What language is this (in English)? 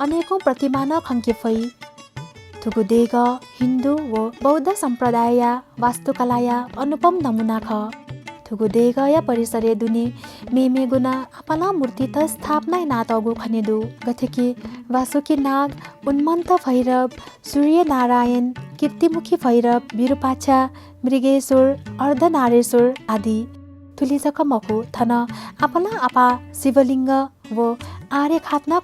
Newari